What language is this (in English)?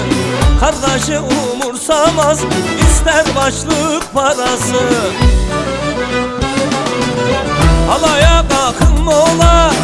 Turkish